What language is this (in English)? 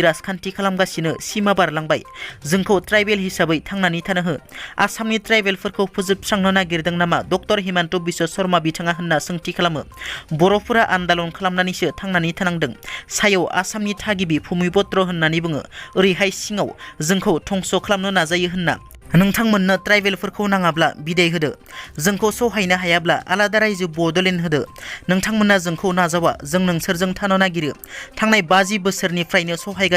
Bodo